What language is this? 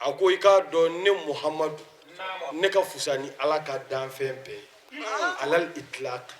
Bambara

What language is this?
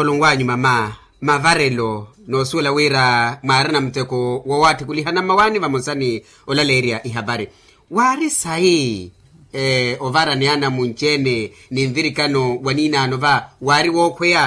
Makhuwa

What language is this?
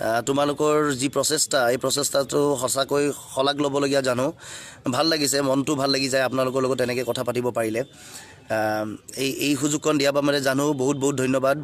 Assamese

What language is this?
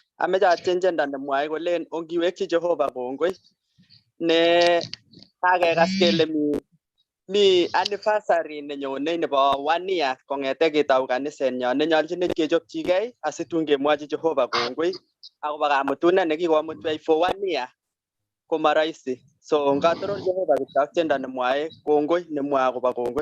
Kalenjin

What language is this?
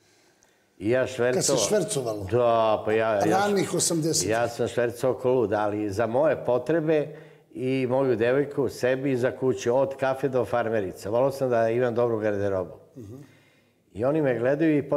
Serbian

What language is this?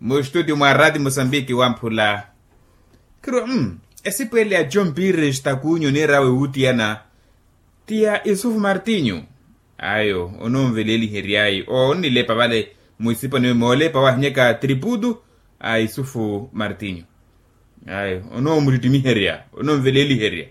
Makhuwa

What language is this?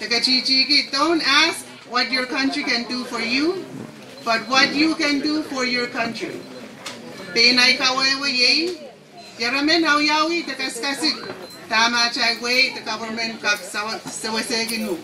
Pohnpeian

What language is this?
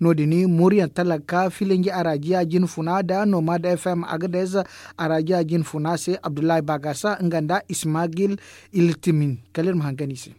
Zarma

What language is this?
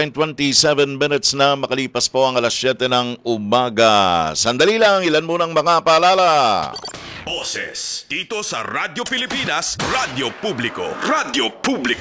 Filipino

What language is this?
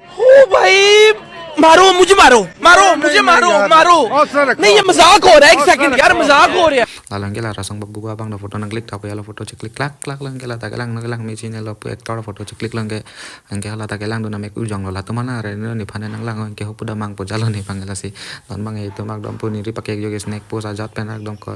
Karbi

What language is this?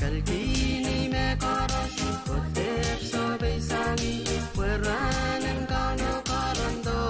Pohnpeian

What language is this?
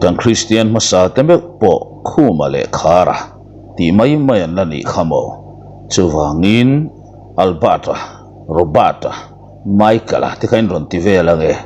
Mizo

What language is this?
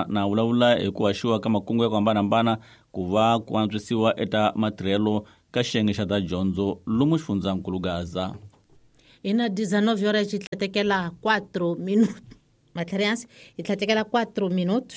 Tsonga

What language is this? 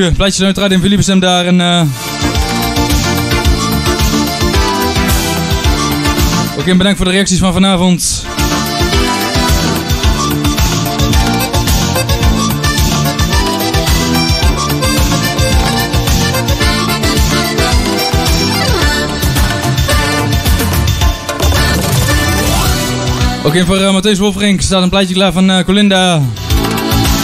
Dutch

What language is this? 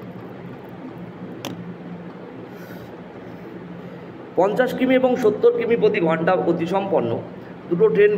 Bangla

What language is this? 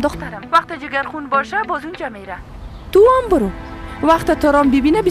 Persian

